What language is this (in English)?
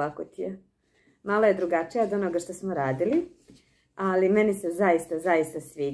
Croatian